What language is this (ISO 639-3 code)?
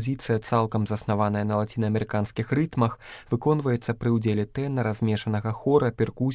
bel